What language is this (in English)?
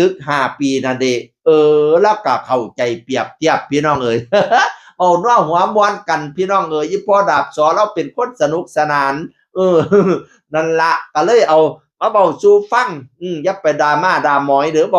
Northeastern Thai